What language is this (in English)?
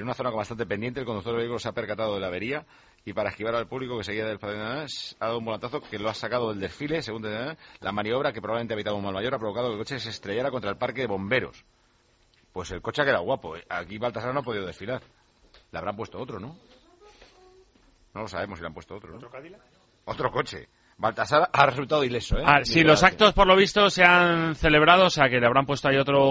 Spanish